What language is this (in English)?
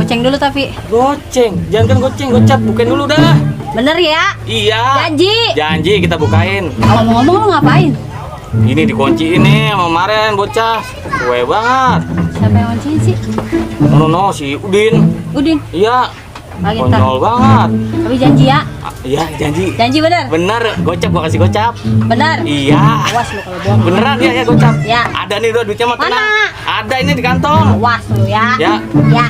Betawi